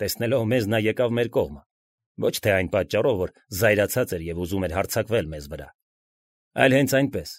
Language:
Armenian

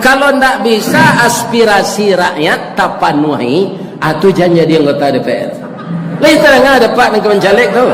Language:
Minangkabau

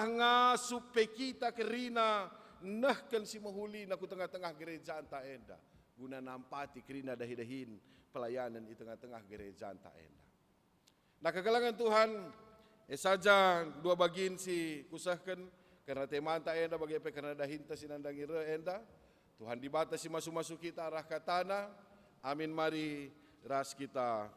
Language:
Batak Karo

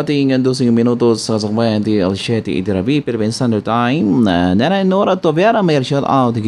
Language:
Iloko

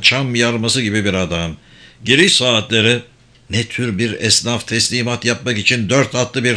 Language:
Turkish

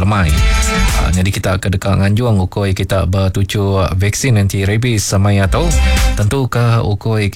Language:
Iban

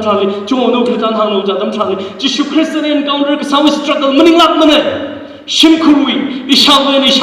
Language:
Tangkhul Naga (India)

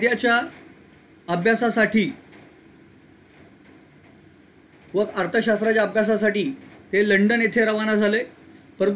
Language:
Marathi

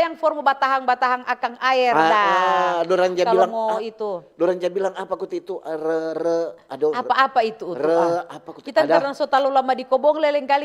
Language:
Manado Malay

